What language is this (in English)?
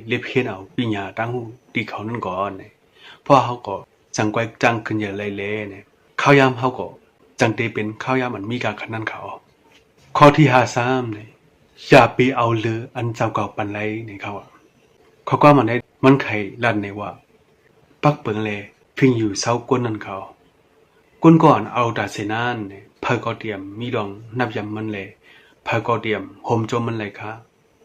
Shan